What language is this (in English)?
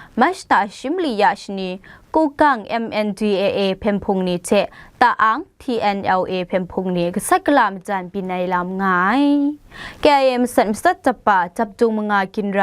Kachin